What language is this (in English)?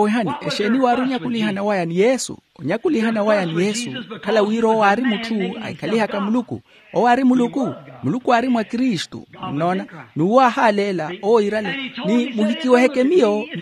Makhuwa